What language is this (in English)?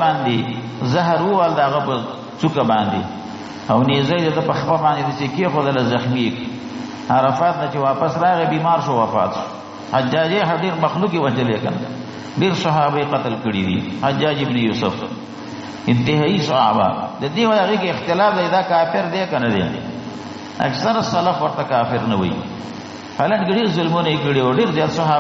Pashto